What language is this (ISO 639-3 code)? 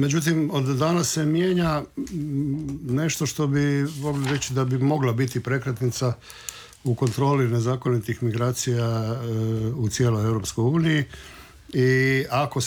hrv